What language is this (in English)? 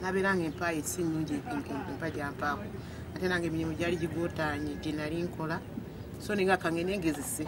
Nyankole